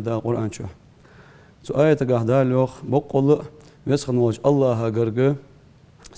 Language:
Ingush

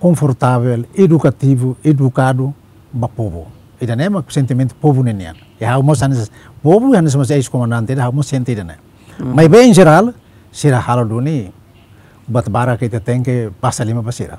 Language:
Tetum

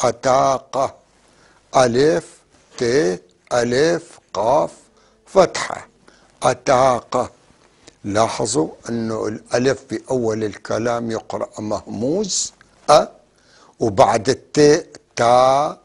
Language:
North Levantine Arabic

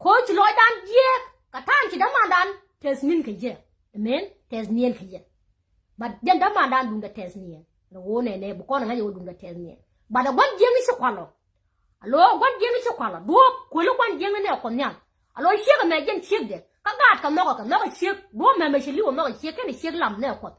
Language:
Nuer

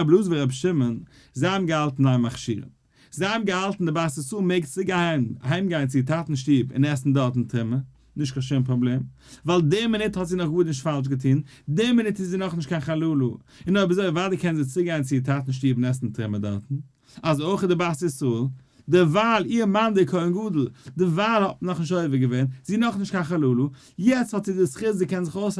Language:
Yiddish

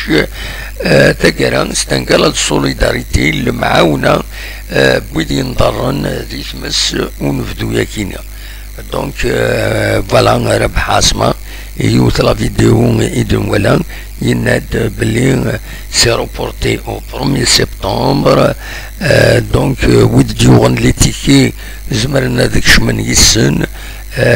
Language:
Kabyle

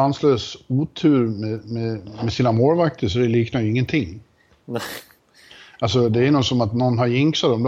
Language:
Swedish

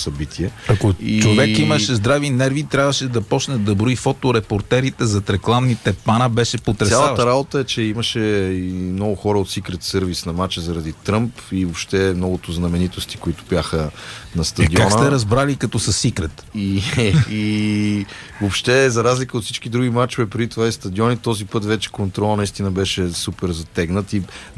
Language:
Bulgarian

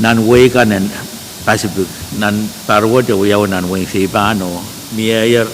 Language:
Pohnpeian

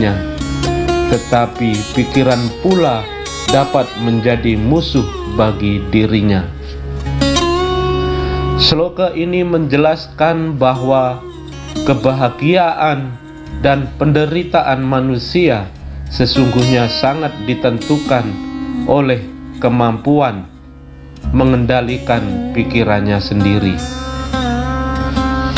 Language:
Indonesian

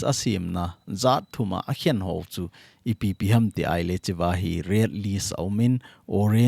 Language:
Thado Chin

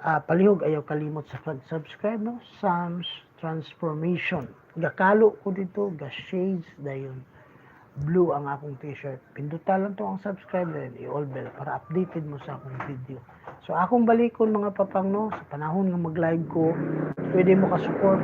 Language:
Cebuano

